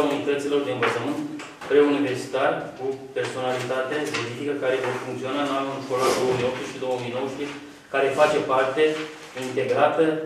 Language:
Romanian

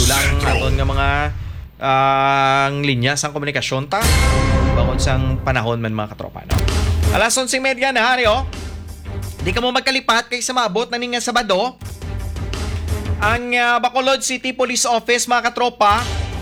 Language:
Hiligaynon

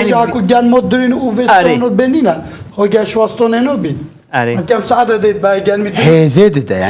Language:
Kurdish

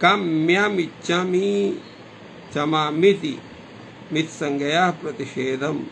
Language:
Sanskrit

